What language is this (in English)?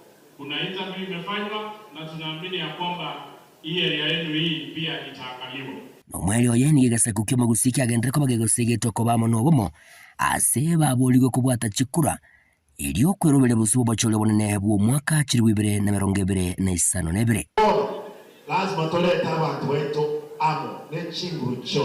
Gusii